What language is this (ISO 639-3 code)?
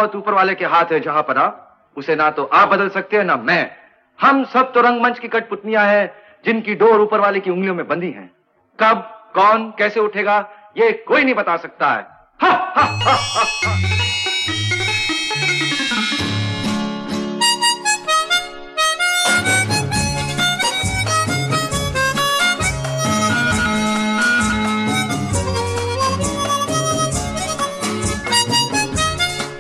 hin